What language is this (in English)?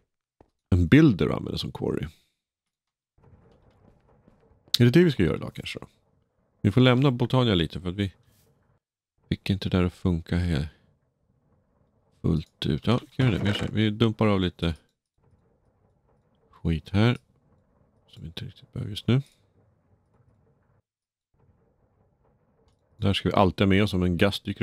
Swedish